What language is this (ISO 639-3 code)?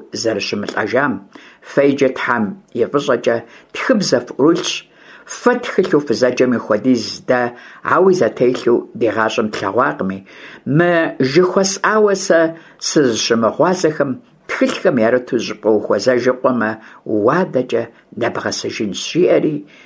kbd